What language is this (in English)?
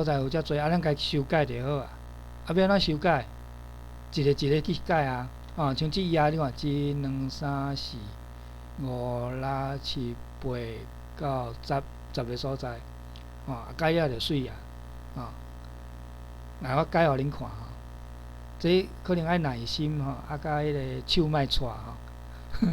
Min Nan Chinese